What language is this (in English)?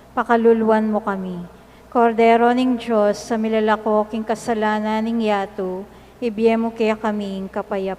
Pampanga